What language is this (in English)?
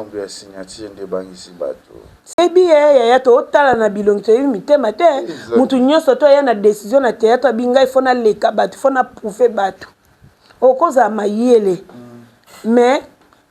Lingala